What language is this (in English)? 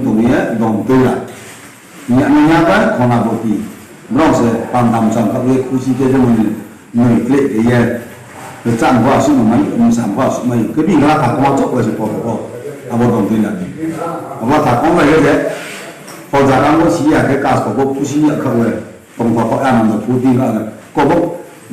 Riang (India)